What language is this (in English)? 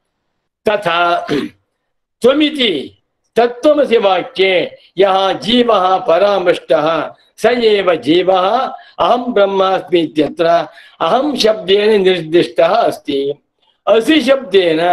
Sanskrit